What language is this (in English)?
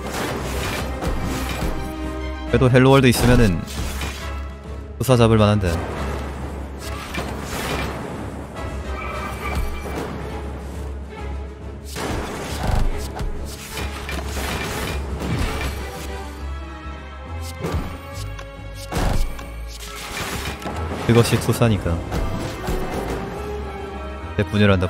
Korean